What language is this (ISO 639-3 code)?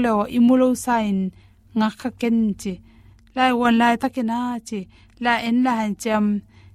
ctd